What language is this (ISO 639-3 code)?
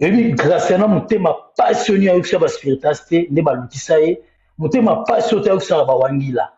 lin